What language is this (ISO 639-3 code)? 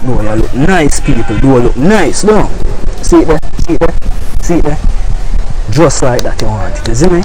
jam